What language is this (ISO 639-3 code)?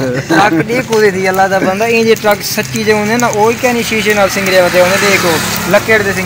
skr